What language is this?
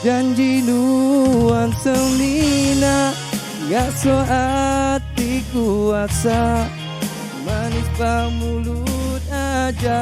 Iban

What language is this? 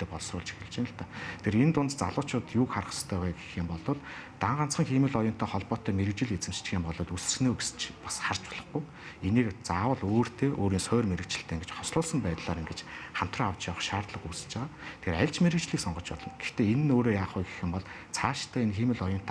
Mongolian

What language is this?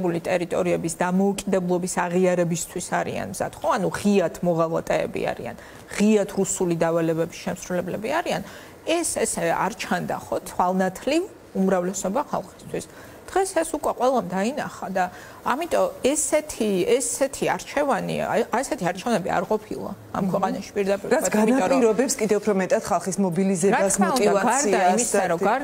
Georgian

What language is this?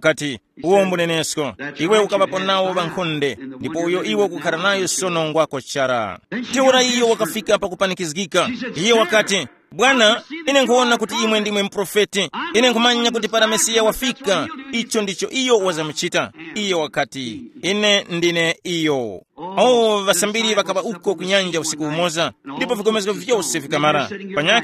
Tumbuka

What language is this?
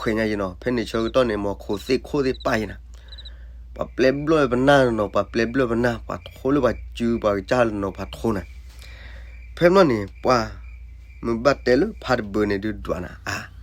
S'gaw Karen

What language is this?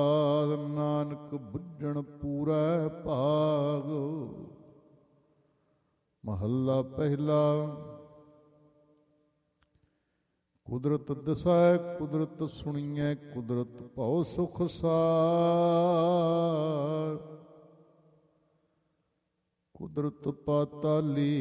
Punjabi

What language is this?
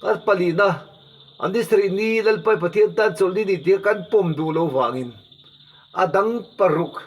Mizo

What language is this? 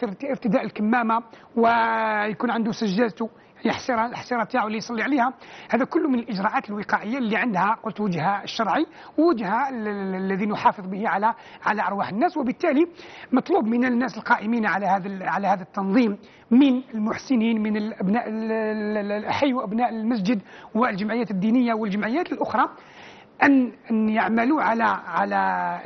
Algerian Arabic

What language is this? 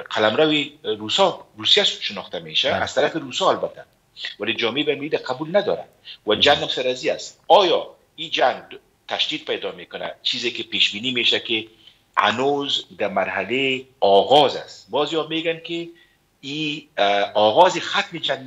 Persian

